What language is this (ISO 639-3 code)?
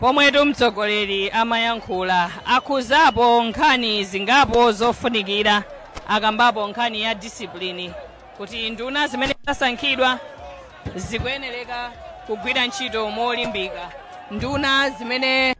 nya